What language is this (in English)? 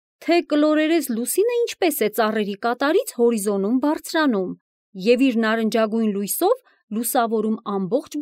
Armenian